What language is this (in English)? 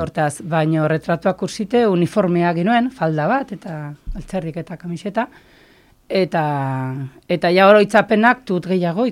Basque